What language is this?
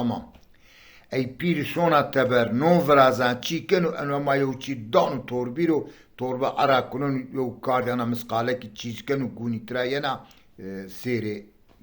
Zaza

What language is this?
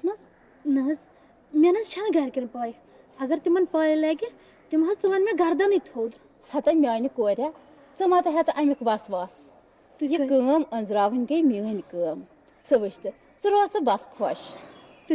Kashmiri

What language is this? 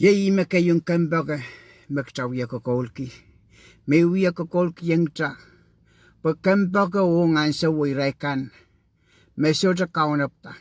Pohnpeian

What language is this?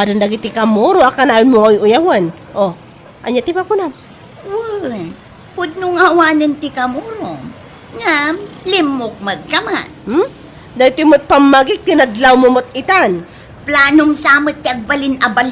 Iloko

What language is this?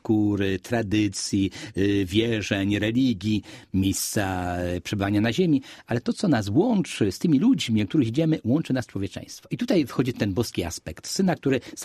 Polish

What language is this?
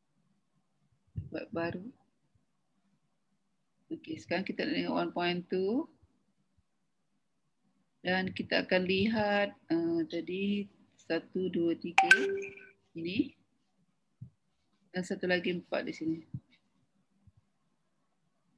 Malay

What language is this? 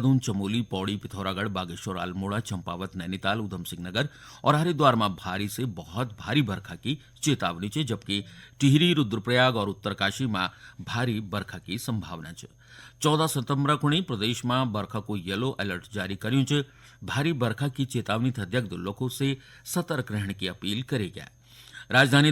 Garhwali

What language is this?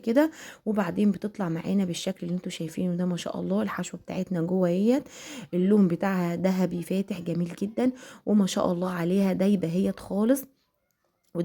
Egyptian Arabic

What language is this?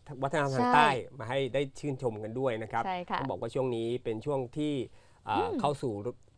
Thai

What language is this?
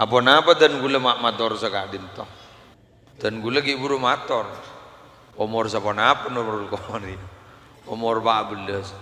Madurese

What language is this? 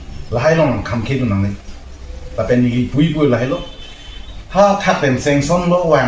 Karbi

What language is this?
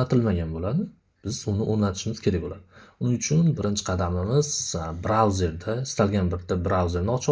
Uzbek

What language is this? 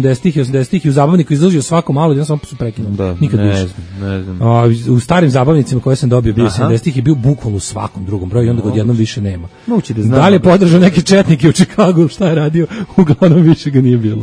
Serbian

